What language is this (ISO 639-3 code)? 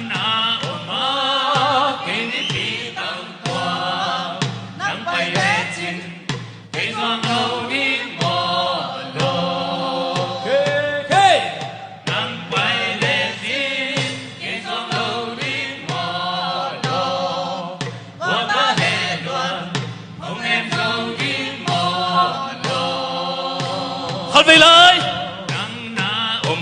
ctd